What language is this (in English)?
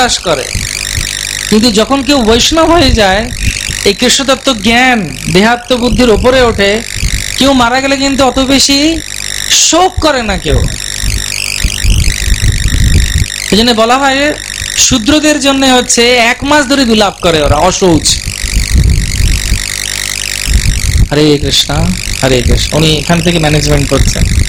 Bangla